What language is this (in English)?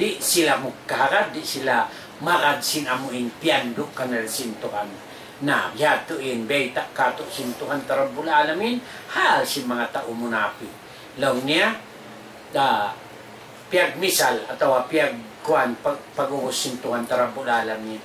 Tausug